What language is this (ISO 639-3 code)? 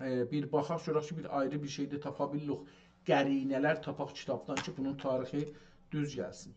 azb